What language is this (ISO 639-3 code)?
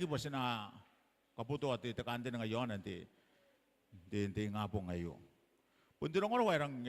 gil